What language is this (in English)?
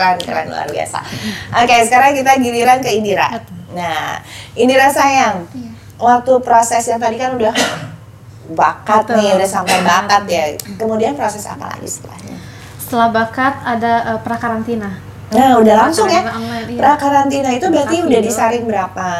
Indonesian